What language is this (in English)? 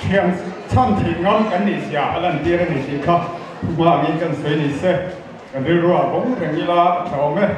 Hakha Chin